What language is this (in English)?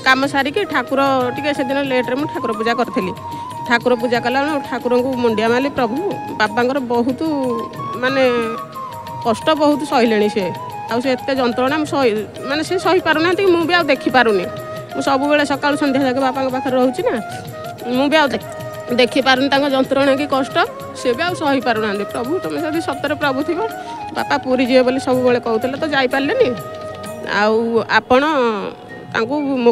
Odia